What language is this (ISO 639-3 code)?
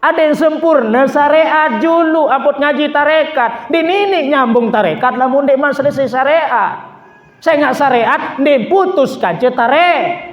sas